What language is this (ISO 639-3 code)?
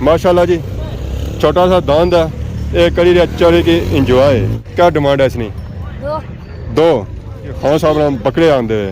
phr